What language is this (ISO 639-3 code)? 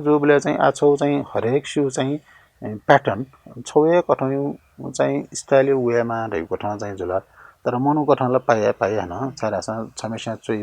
new